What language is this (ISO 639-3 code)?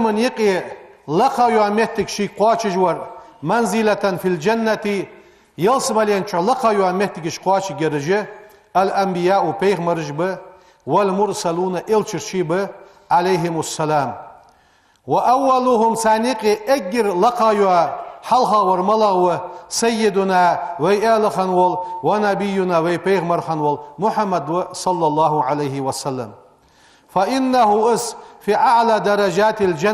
inh